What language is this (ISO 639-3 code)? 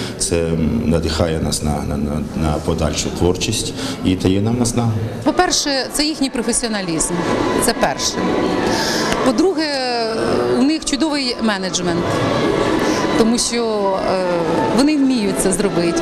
ukr